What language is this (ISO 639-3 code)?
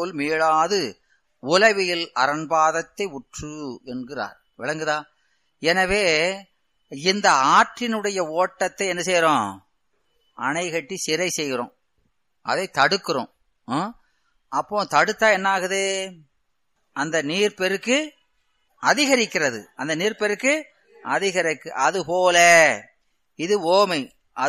tam